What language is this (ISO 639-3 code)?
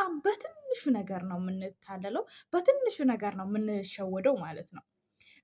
amh